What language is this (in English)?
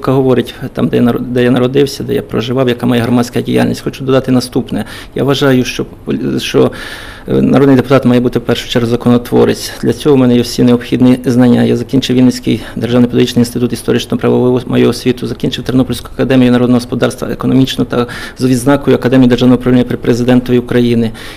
Ukrainian